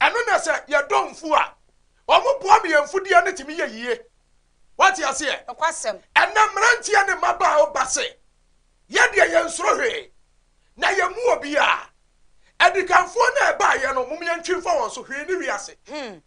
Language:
Akan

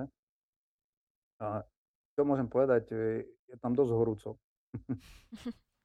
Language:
Slovak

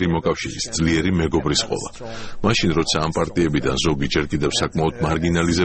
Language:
Georgian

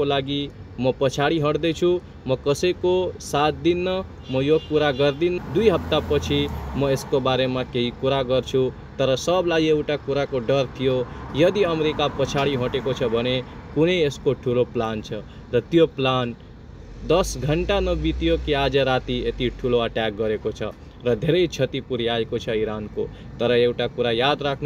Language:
Nepali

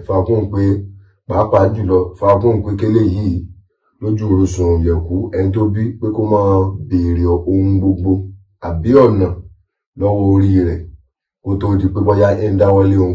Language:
Yoruba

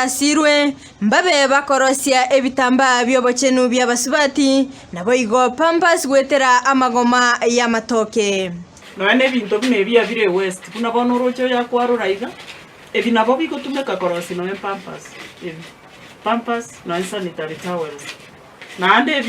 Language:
Gusii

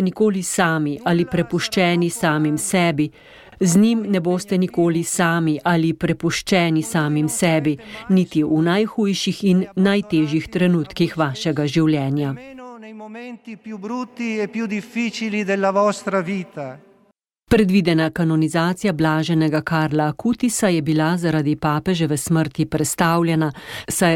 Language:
Slovenian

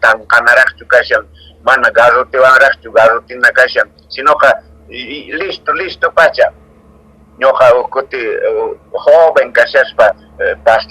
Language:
Quechua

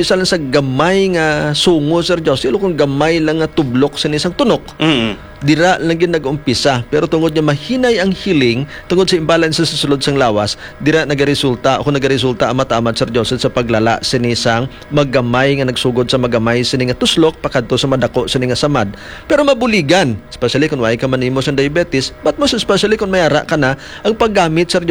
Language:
Hiligaynon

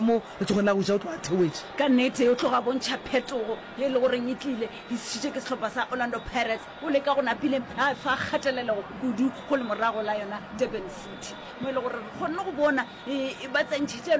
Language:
Northern Sotho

